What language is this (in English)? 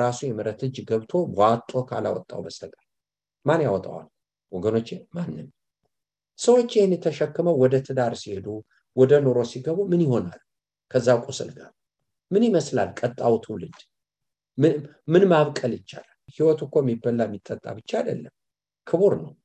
Amharic